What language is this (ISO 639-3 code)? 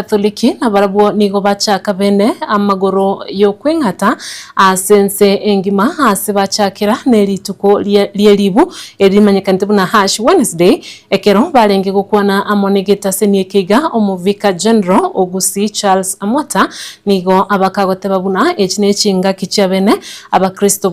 guz